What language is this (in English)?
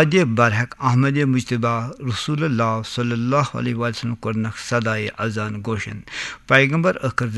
Kashmiri